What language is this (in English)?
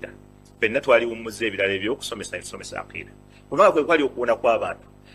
Ganda